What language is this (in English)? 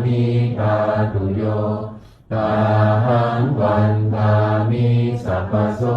Pali